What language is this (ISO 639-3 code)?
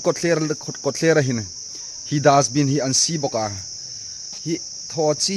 hmr